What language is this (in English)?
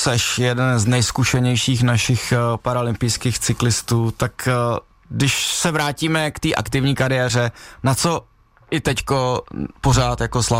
Czech